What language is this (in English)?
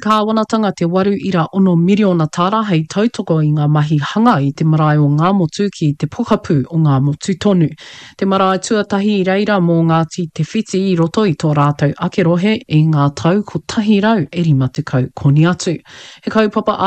Māori